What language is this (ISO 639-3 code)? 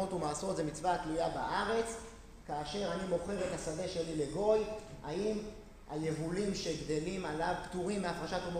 heb